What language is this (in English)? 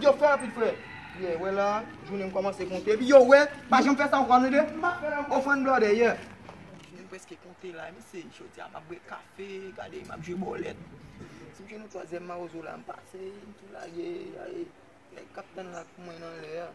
Haitian Creole